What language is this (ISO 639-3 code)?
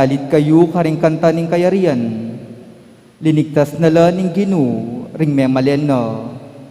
pam